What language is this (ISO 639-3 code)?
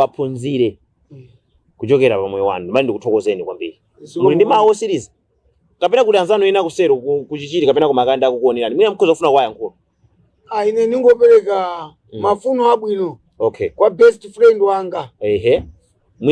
nya